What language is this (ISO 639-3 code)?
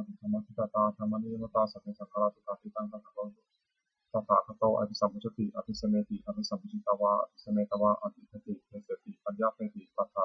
pli